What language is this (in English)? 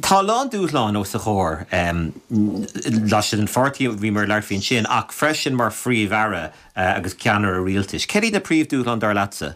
Irish